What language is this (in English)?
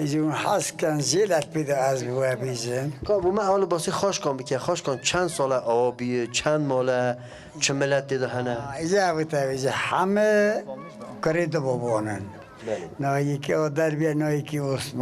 Kurdish